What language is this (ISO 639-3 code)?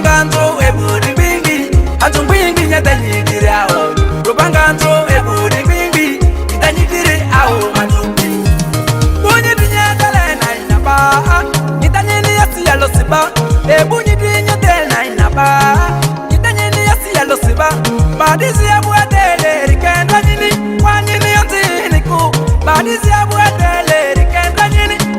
mhi